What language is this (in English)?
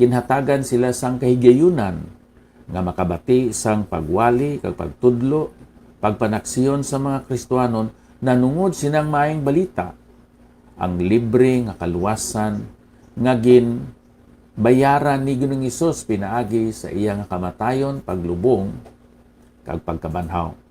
Hiligaynon